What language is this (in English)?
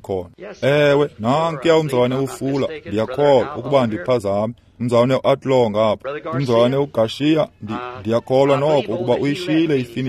Xhosa